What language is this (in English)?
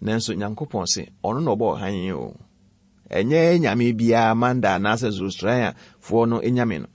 Akan